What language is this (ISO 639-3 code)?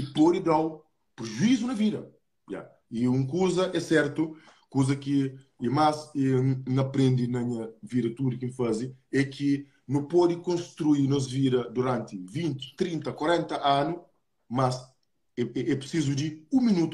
kea